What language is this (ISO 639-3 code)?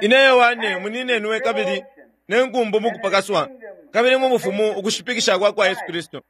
bem